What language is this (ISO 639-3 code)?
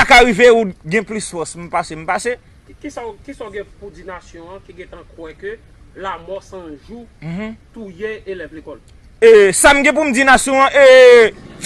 hat